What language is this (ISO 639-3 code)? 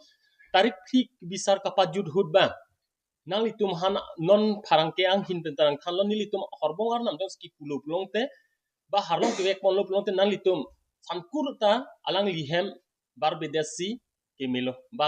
mjw